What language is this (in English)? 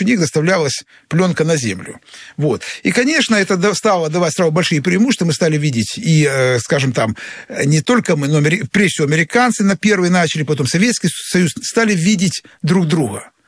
Russian